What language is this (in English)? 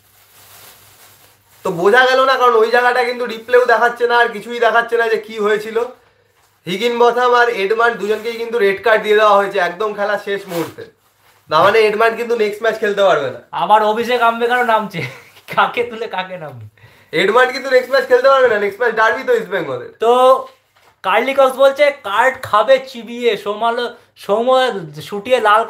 Bangla